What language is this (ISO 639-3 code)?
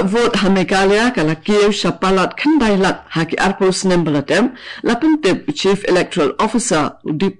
kha